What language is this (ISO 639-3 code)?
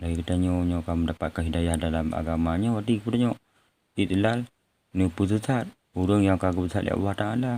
ace